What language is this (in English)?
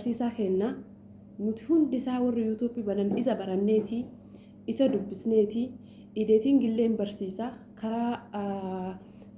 Oromo